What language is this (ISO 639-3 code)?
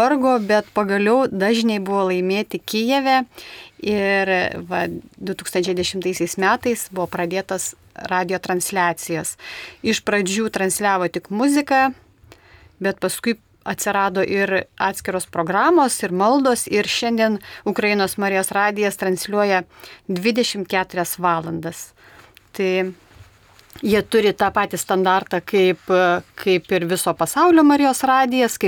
lit